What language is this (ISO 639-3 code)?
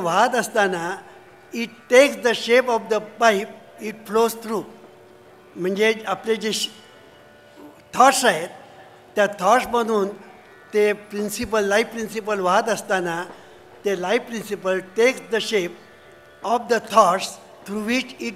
mar